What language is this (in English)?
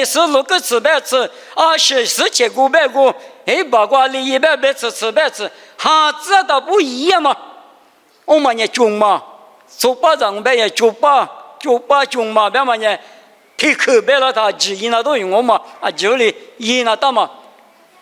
Lisu